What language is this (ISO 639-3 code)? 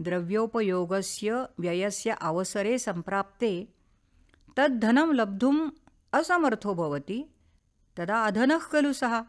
san